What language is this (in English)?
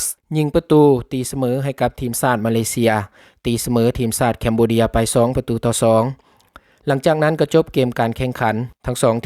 Lao